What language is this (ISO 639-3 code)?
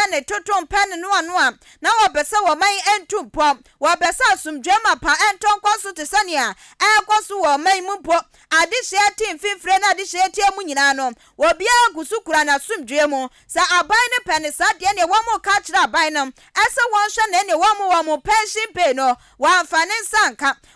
aka